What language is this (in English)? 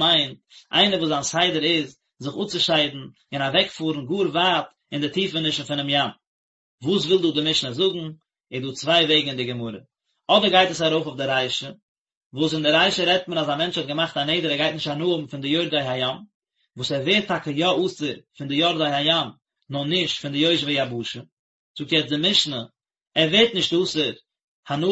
Yiddish